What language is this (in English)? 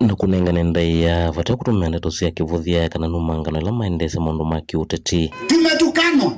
Kamba